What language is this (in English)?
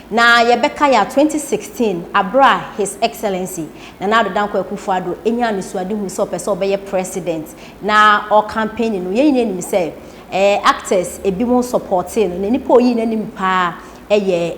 Akan